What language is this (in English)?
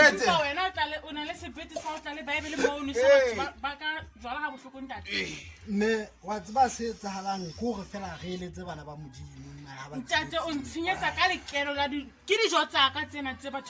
Southern Sotho